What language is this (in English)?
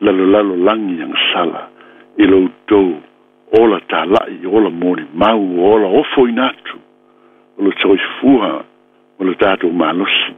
Samoan